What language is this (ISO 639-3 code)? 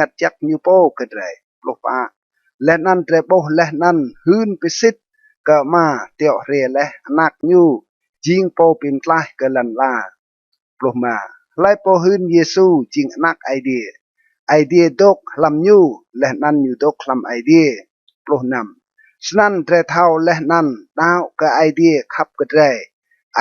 rad